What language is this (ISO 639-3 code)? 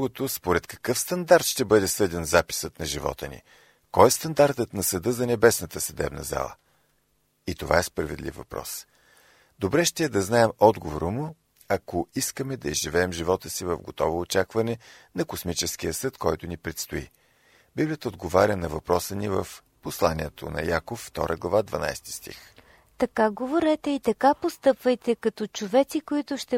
bul